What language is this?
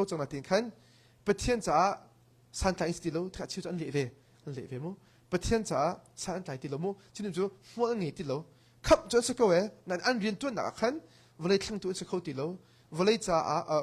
Hakha Chin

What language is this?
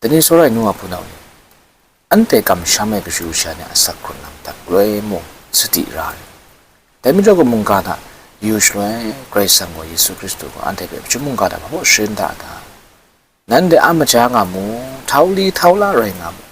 Kachin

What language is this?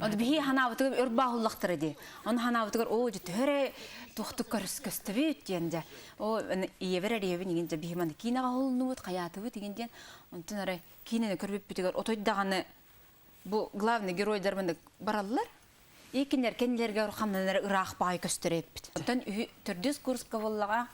Yakut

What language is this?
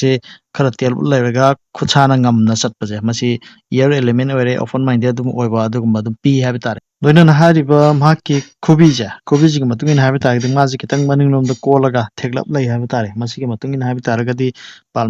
Manipuri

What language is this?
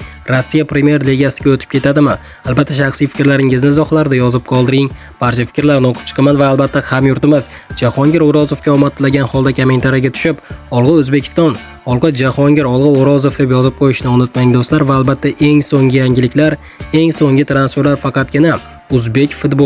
Uzbek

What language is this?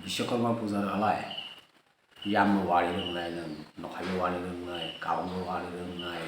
Kok Borok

